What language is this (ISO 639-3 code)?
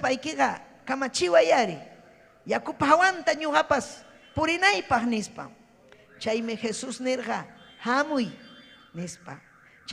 quy